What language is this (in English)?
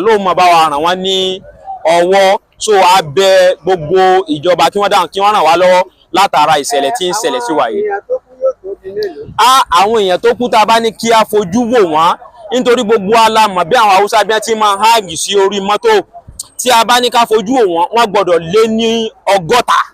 Yoruba